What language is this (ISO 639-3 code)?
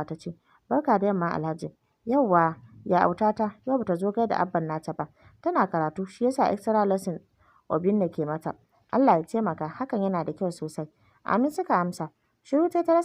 hau